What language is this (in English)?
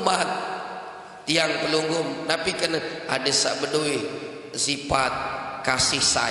Sasak